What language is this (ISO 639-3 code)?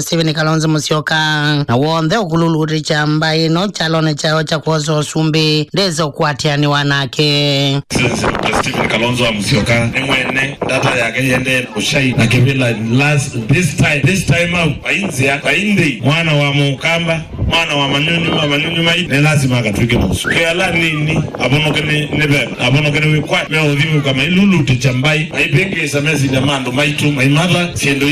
kam